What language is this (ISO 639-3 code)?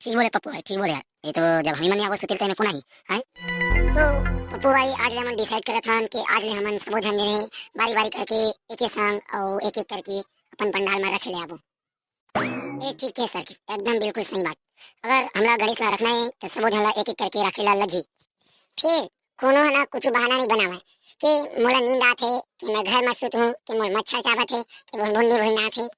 hne